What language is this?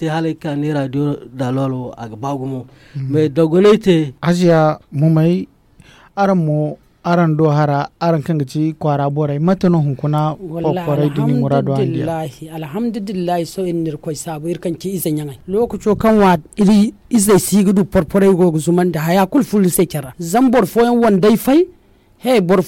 Zarma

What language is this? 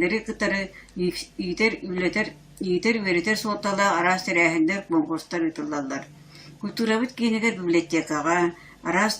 Yakut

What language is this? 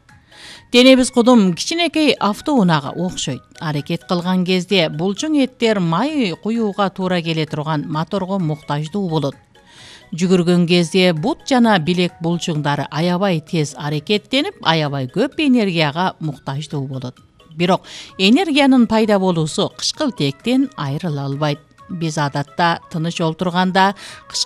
Kyrgyz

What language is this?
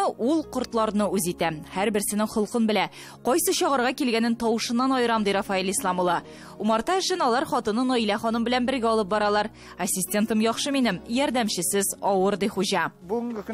Tatar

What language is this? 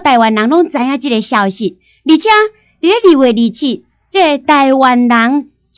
Min Nan Chinese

